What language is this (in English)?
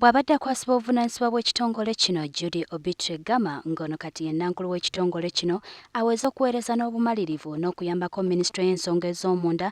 Ganda